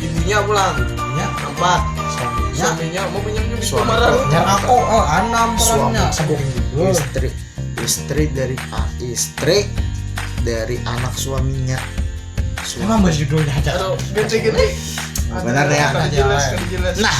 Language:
Banjar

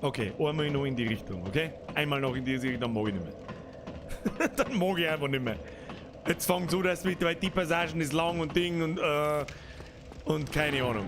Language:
Bavarian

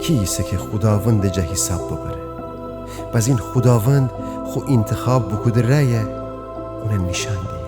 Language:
Gilaki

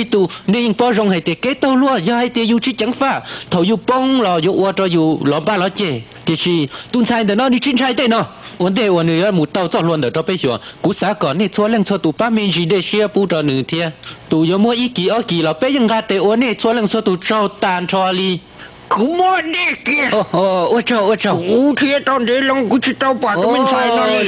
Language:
Hmong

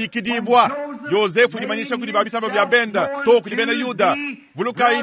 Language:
Luba-Lulua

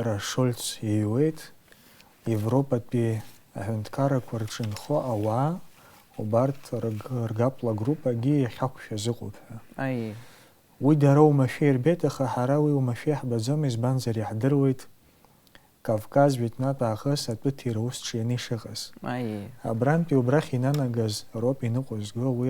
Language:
Abkhazian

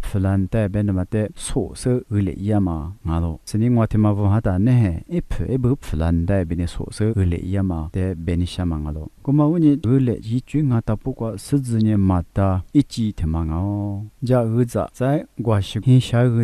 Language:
Lisu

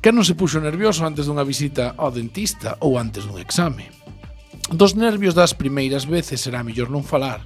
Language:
Galician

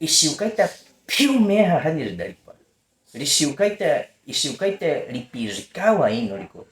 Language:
Baniwa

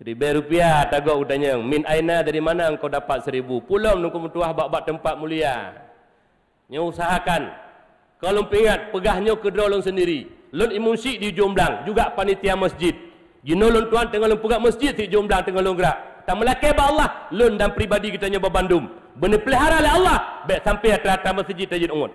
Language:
Achinese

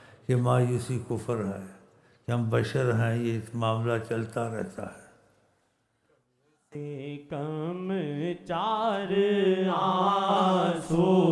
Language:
Urdu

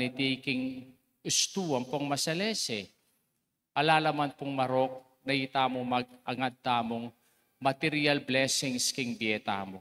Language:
Pampanga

